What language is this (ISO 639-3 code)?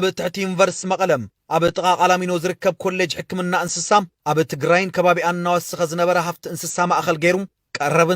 tir